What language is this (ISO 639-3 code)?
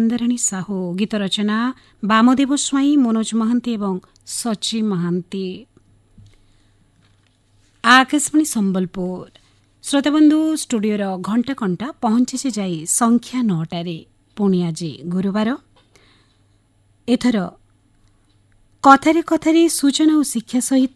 ori